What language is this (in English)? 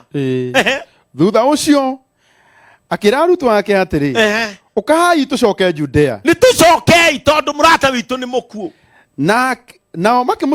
Kikuyu